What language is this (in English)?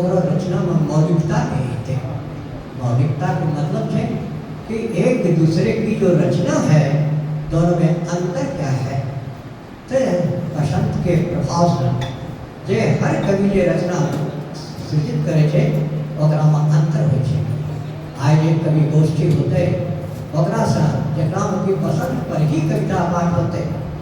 Angika